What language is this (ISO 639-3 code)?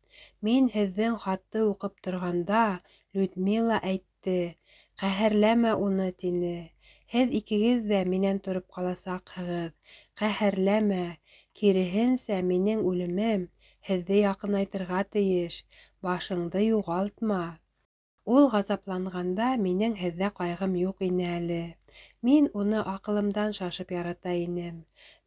bak